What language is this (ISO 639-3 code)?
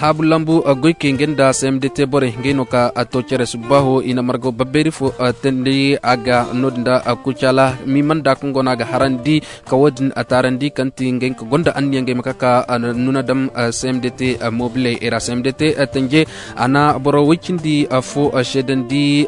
dje